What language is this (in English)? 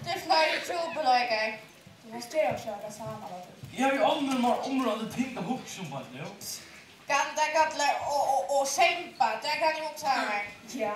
Faroese